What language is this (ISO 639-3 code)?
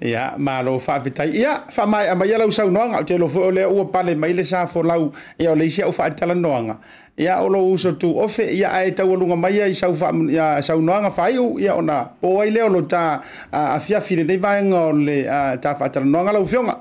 smo